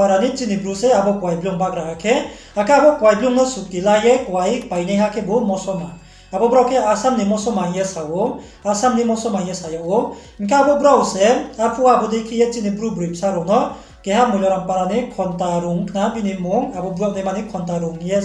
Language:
Riang (India)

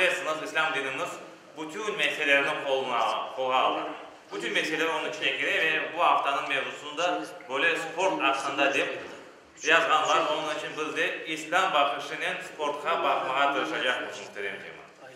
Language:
Crimean Tatar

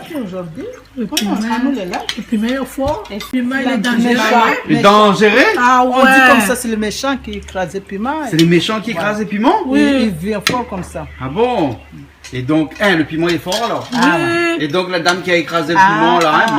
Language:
Réunion Creole French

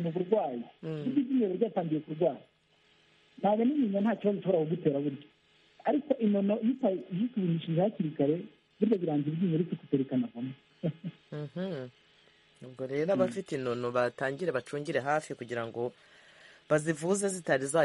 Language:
Kinyarwanda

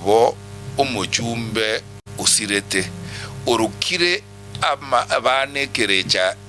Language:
Gusii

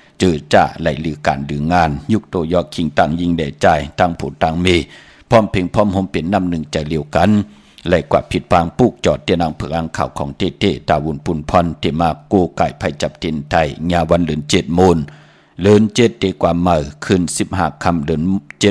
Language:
Shan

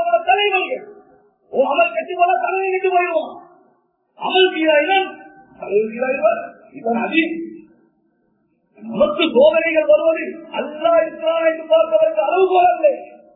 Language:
Tamil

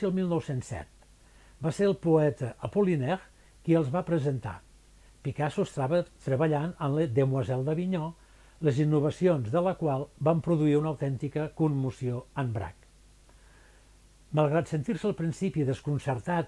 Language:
Catalan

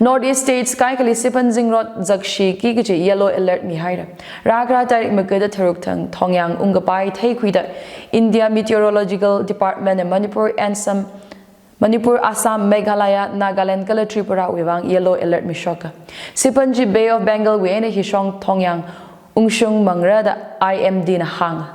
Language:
Tangkhul Naga (India)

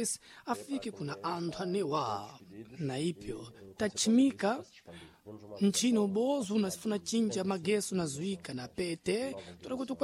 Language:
Sena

